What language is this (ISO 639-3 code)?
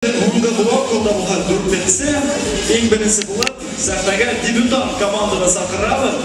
bak